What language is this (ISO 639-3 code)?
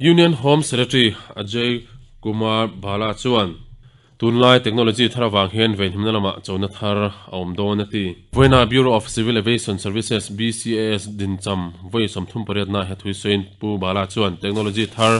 lus